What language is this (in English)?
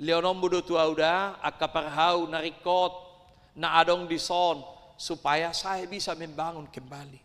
Batak Toba